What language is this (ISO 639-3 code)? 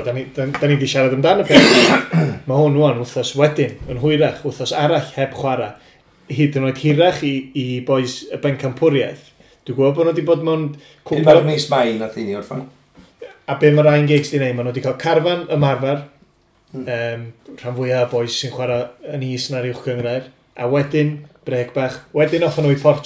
cym